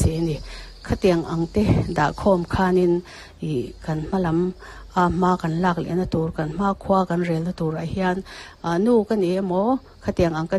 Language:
Mizo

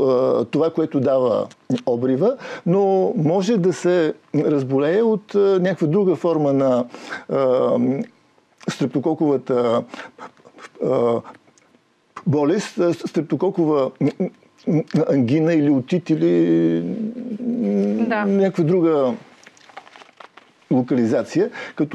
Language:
Bulgarian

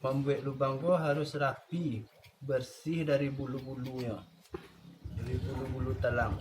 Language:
Minangkabau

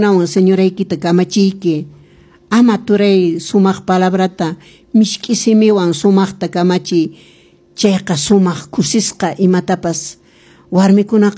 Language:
Quechua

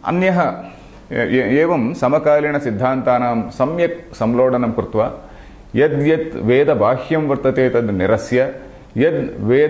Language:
Sanskrit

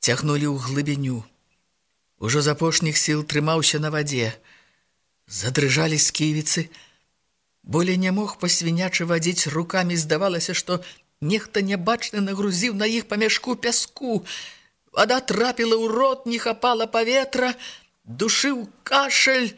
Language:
Belarusian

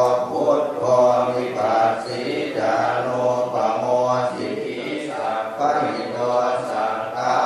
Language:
Pali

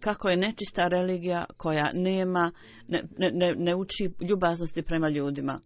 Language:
Bosnian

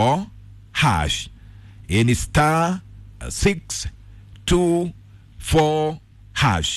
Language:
Kikuyu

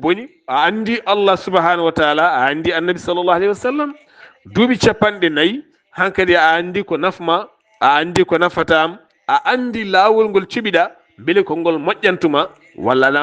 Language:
Fula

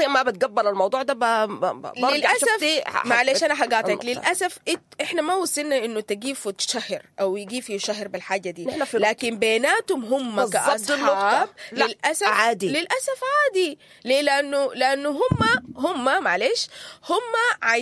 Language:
Sudanese Arabic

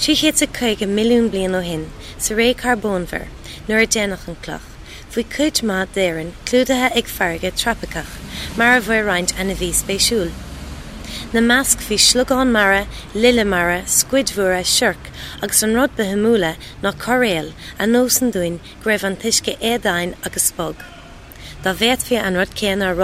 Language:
Irish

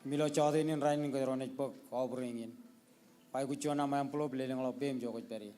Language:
Marshallese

